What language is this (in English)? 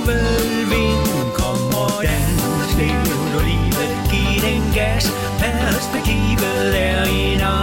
Danish